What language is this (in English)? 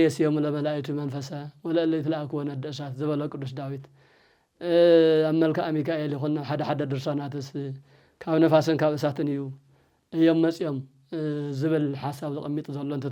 Tigrinya